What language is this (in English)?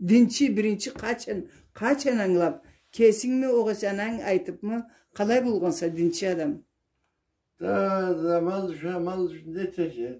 Karachay-Balkar